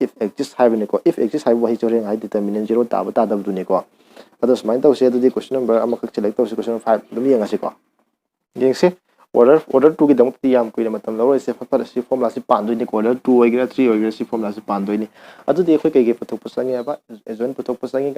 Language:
Manipuri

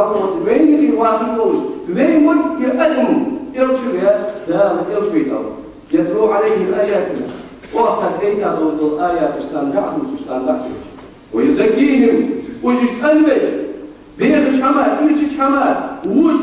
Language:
Ingush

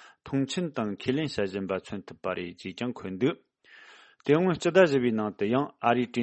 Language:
Tibetan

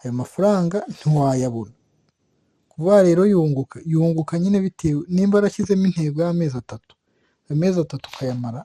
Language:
Kinyarwanda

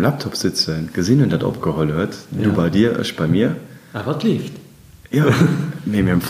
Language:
Luxembourgish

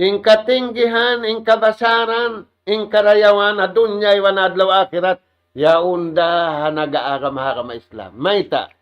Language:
Tausug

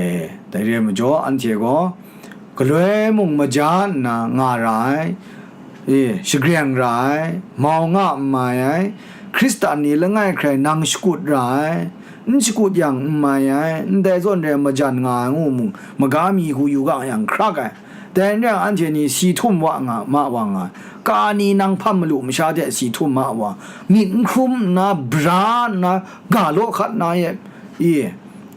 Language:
Kachin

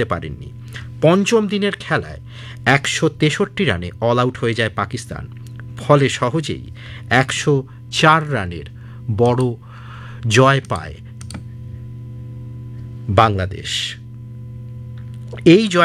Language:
Bangla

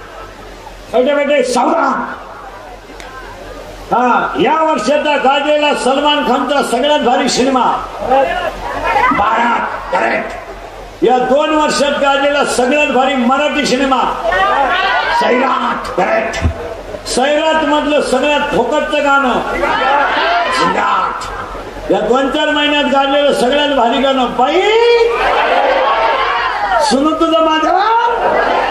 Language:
Marathi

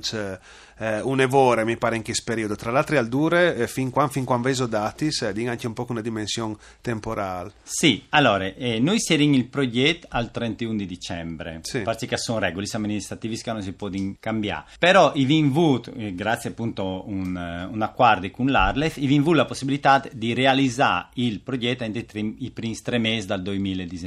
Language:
Friulian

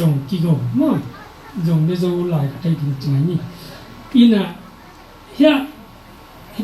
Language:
Tedim Chin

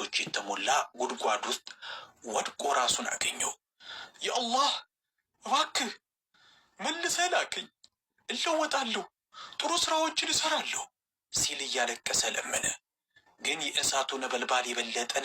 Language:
Amharic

